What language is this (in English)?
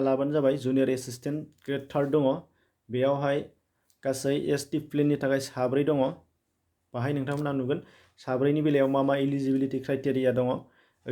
Bodo